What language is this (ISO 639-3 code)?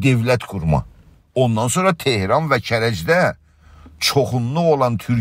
azb